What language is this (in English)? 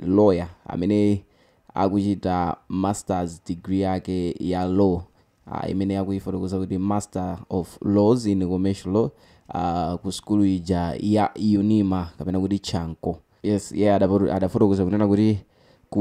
Nyanja